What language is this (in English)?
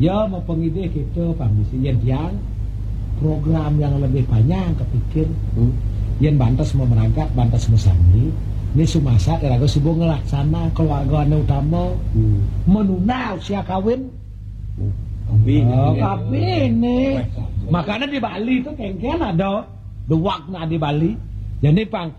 Balinese